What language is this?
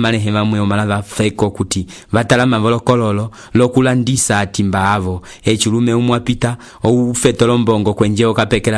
Umbundu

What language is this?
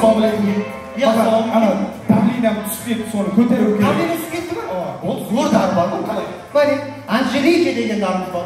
Kara-Kalpak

